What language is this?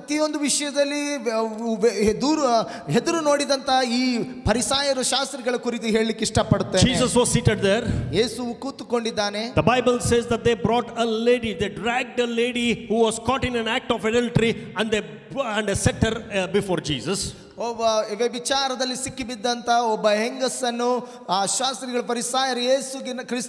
Kannada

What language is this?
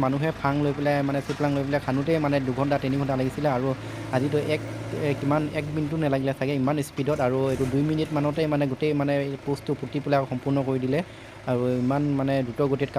Assamese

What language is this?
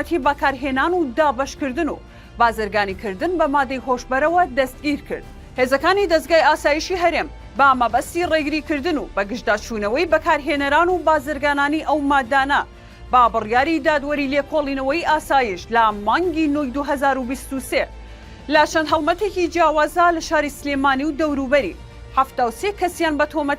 Central Kurdish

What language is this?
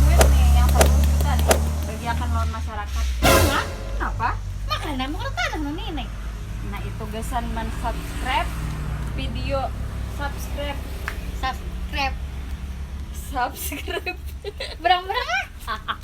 Banjar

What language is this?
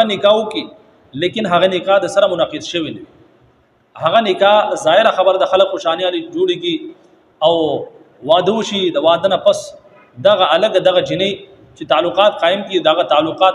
Pashto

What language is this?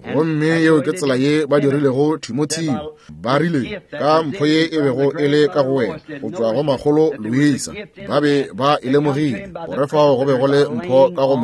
Northern Sotho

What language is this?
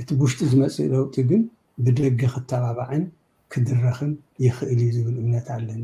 Tigrinya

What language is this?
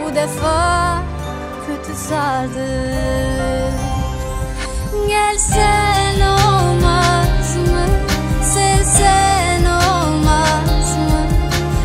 Turkish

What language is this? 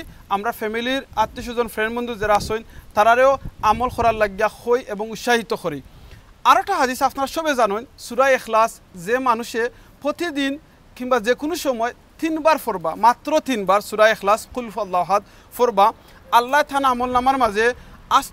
Sylheti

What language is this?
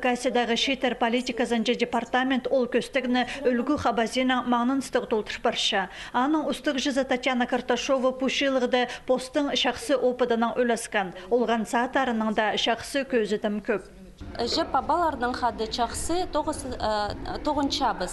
Khakas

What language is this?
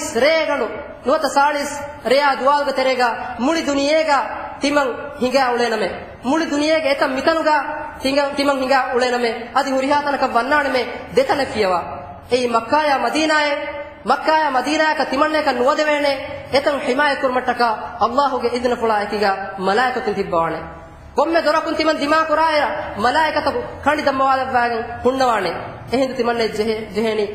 Divehi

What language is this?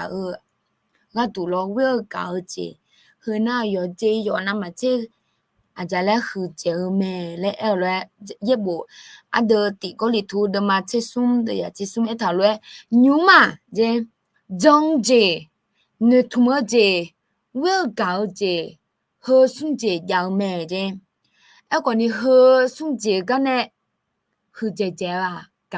Akha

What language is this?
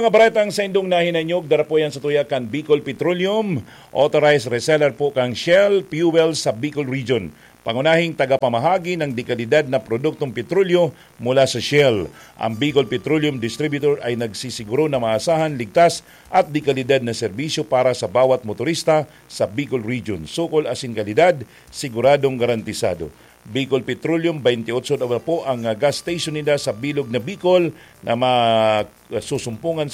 Bikol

